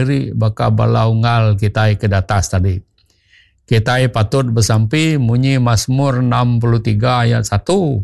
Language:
Iban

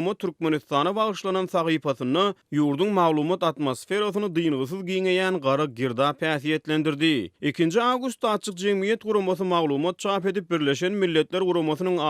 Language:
Turkmen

